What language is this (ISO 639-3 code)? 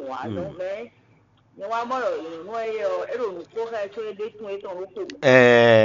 fon